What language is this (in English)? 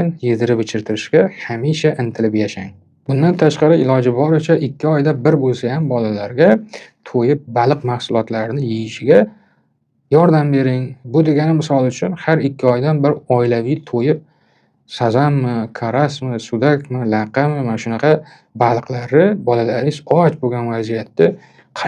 Uzbek